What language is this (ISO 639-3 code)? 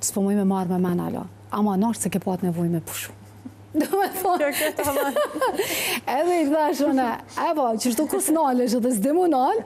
sqi